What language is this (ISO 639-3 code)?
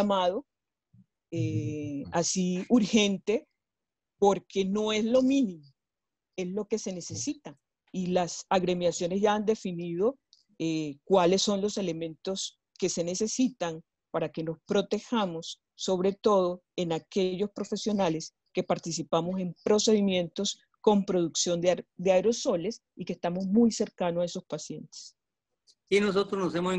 spa